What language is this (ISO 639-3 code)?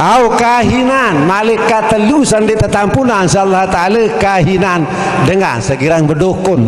sas